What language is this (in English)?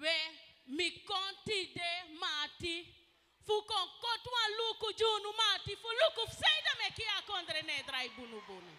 Sranan Tongo